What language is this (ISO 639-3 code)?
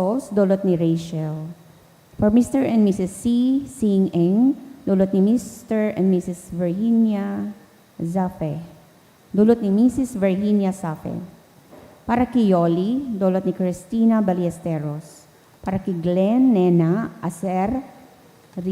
bik